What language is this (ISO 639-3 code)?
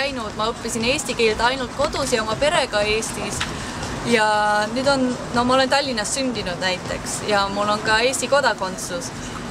est